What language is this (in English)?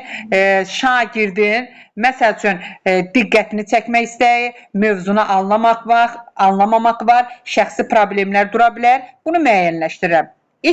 Azerbaijani